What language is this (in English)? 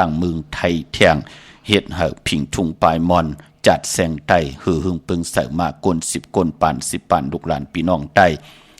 Shan